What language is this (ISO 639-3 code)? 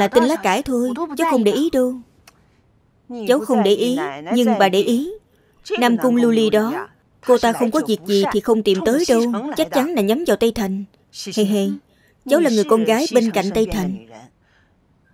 vie